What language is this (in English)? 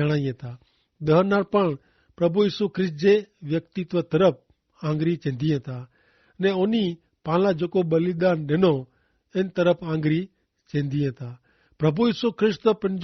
Kachhi